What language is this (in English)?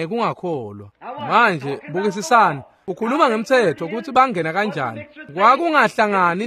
Swati